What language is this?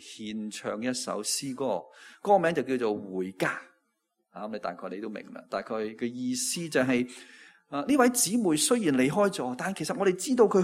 Cantonese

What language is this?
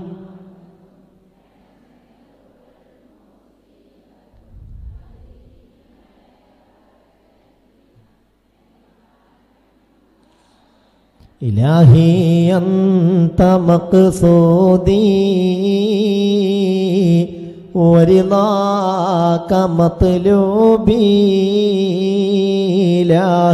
Malayalam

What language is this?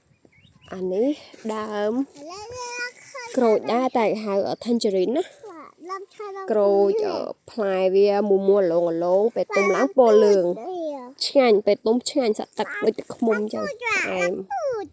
Khmer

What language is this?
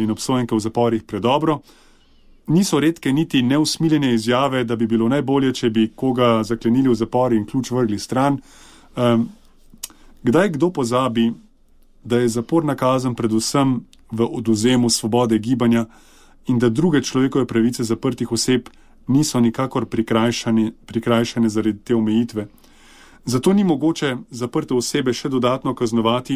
Slovenian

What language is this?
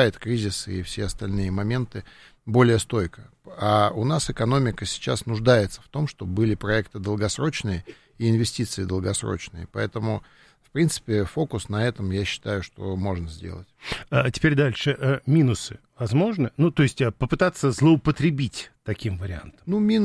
Russian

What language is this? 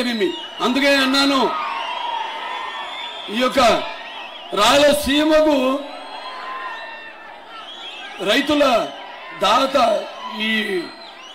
Telugu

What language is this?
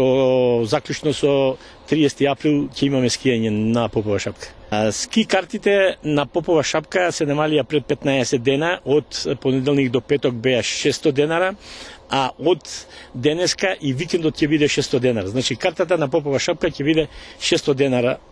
Macedonian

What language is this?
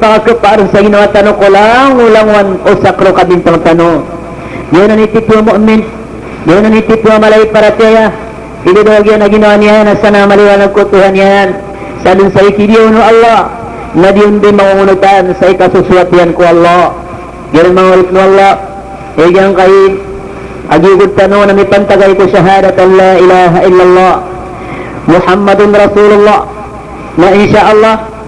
Maranao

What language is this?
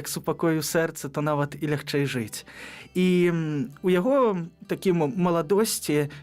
Belarusian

